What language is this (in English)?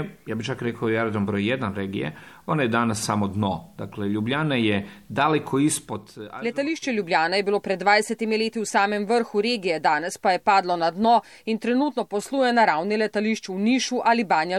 Slovenian